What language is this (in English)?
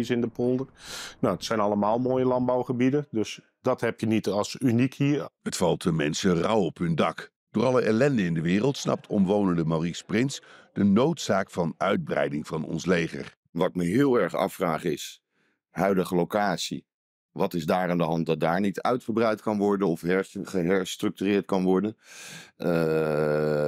Dutch